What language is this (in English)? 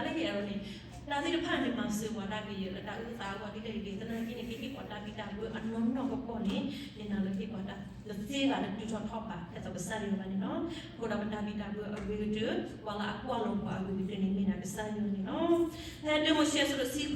S'gaw Karen